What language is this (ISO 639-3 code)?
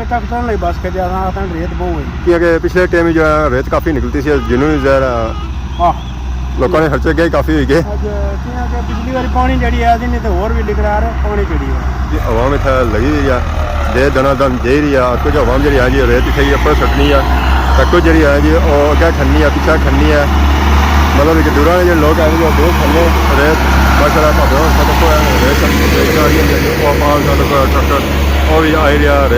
phr